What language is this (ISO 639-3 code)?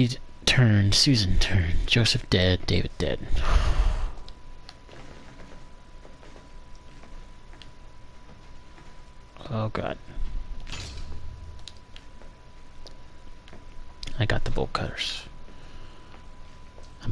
eng